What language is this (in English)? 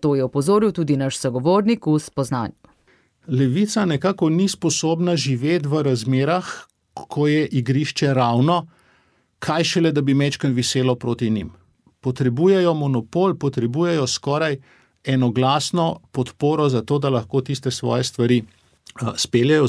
Slovenian